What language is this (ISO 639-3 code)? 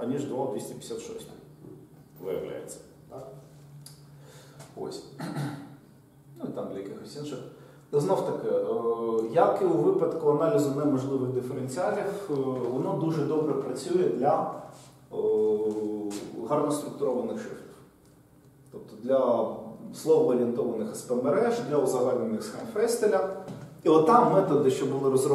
ukr